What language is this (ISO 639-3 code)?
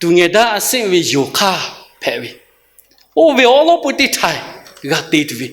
lhu